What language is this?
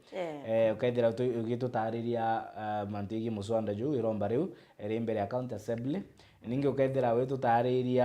Meru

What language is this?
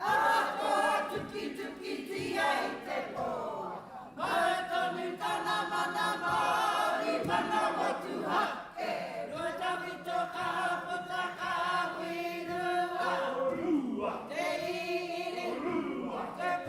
Māori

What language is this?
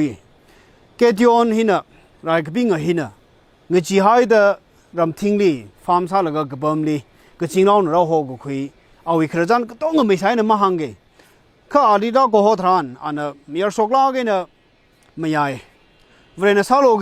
Tangkhul Naga (India)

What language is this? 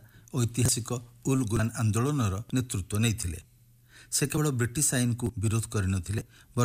Odia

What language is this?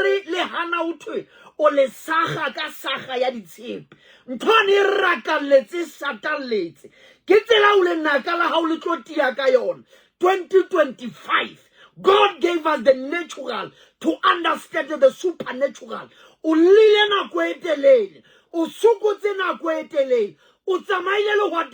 Southern Sotho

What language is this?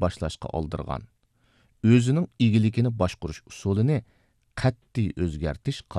Uyghur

